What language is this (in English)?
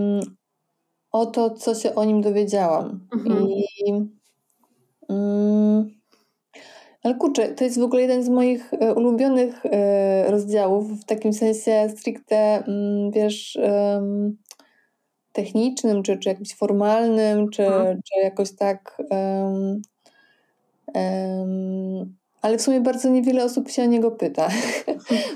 Polish